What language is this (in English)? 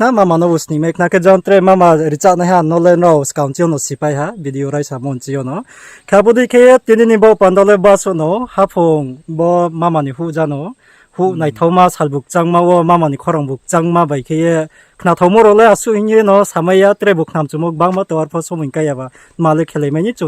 Riang (India)